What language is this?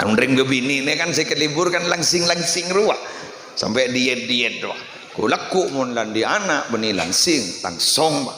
Madurese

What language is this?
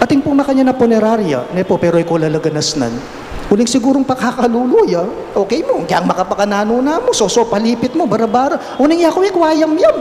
Pampanga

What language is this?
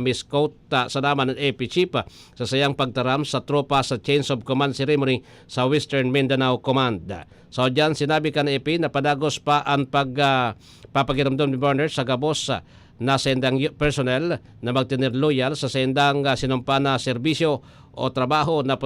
Bikol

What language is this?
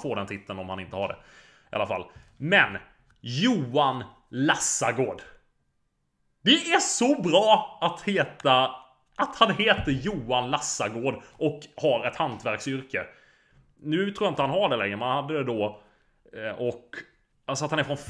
Swedish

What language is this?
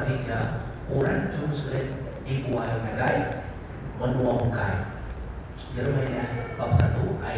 Iban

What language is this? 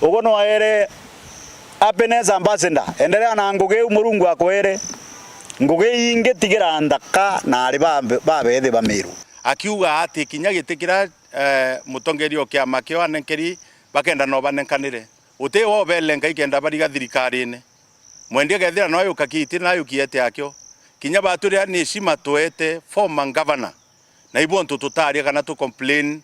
Meru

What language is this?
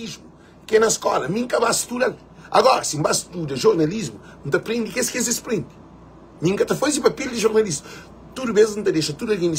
Kabuverdianu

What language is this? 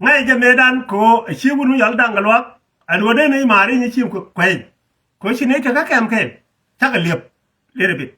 Nuer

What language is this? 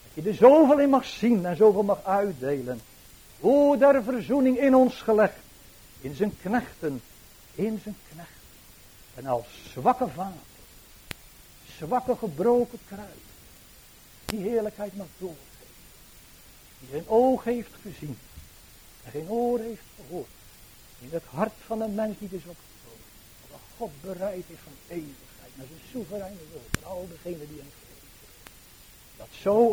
Dutch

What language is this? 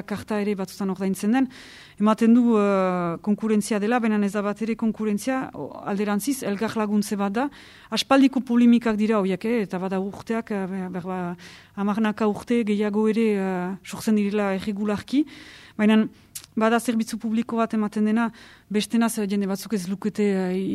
Basque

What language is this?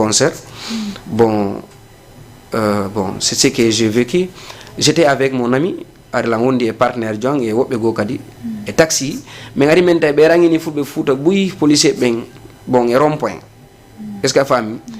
Fula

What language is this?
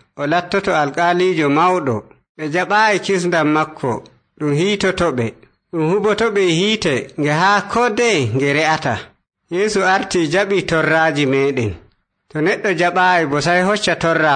Nigerian Fulfulde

